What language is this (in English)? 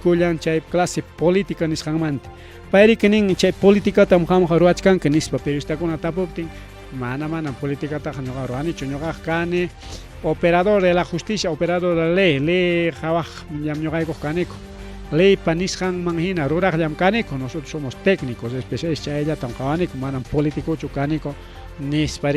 Ayacucho Quechua